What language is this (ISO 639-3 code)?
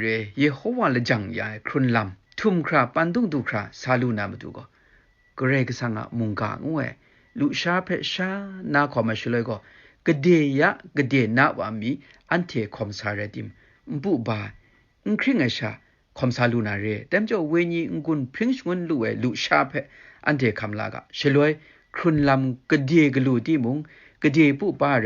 kac